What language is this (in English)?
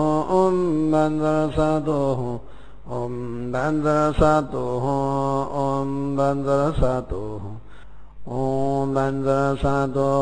Sanskrit